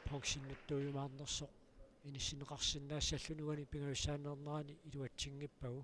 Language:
Kalaallisut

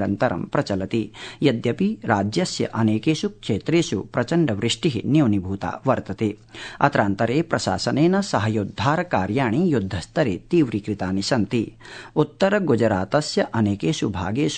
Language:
Sanskrit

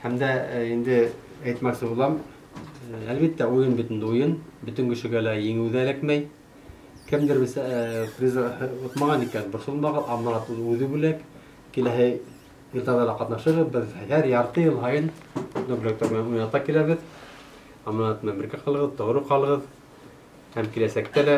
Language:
Bashkir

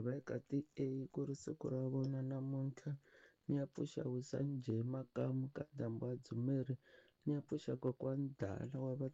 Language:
Tsonga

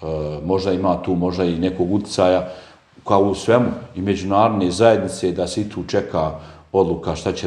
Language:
Bosnian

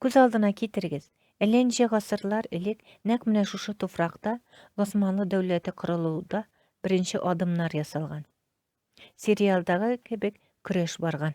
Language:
Tatar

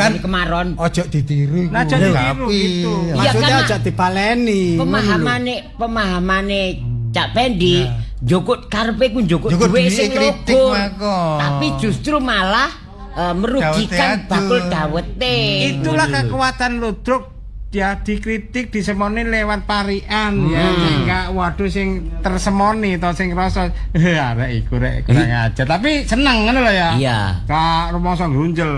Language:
Javanese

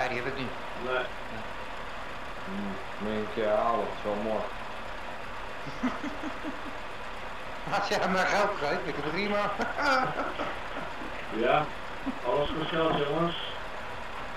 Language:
Dutch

